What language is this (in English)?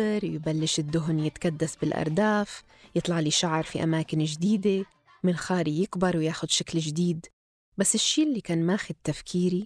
North Levantine Arabic